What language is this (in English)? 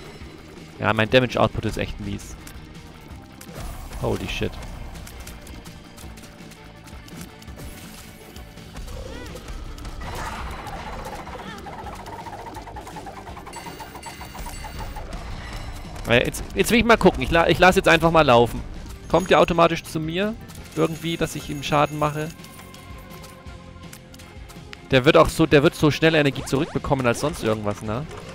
German